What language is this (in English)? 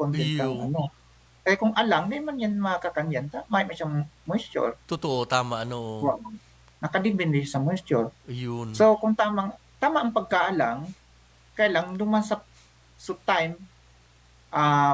Bikol